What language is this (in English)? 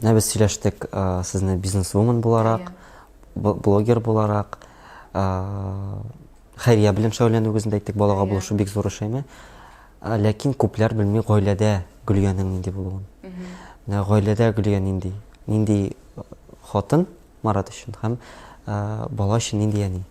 Tatar